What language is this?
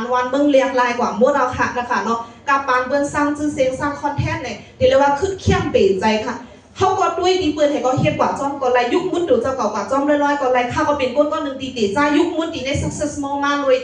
Shan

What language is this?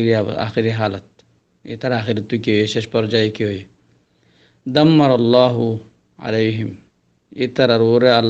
Rohingya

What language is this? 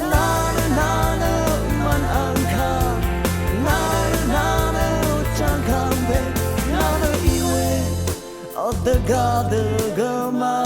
Rawang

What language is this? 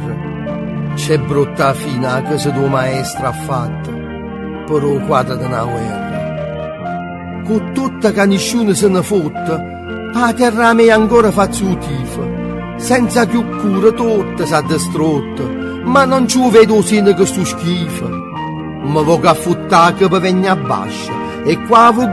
Neapolitan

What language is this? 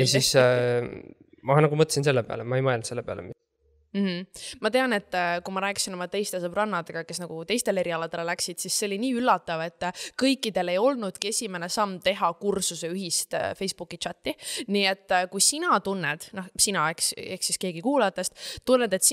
Estonian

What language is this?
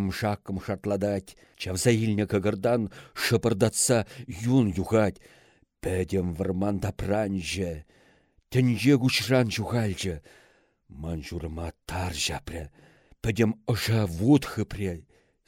Chuvash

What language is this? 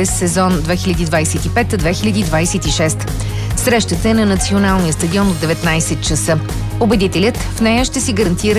Bulgarian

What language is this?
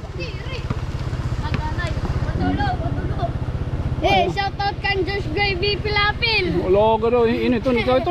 Waray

